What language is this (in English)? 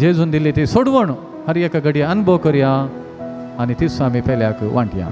Konkani